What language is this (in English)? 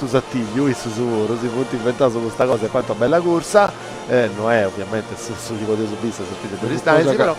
Sardinian